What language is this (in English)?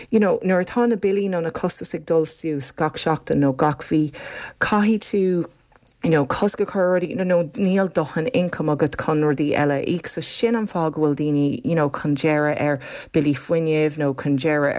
Irish